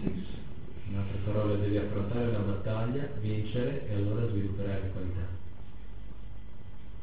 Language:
Italian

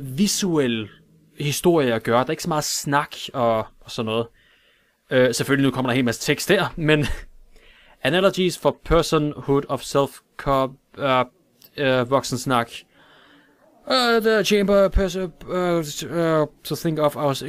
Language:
Danish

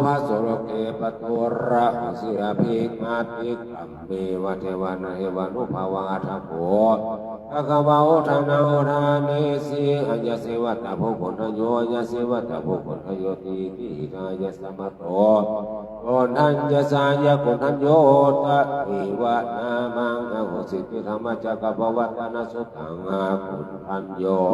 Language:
Pali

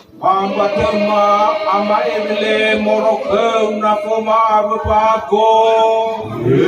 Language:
Nias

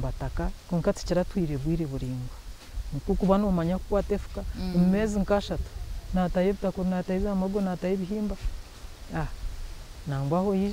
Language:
Nyankole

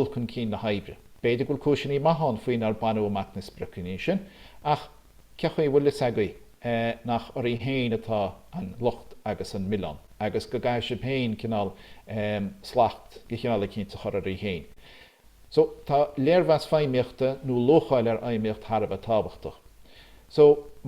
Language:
Irish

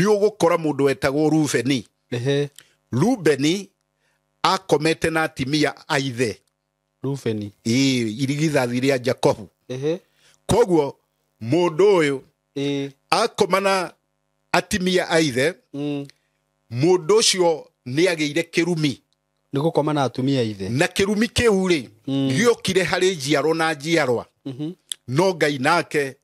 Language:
Kikuyu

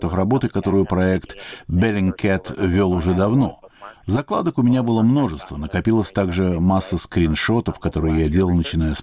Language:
Russian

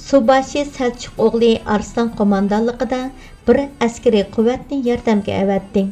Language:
Uyghur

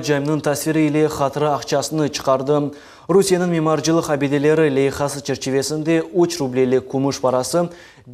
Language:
Crimean Tatar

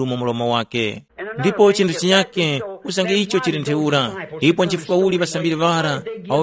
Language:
Tumbuka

